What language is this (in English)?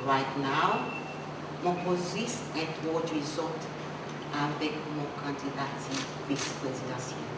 Seselwa Creole French